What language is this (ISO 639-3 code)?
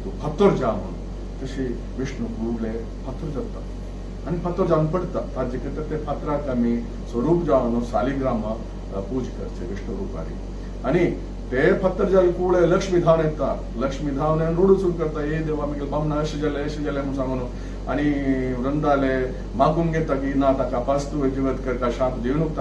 kok